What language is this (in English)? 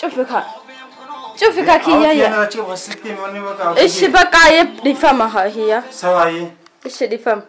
Oromo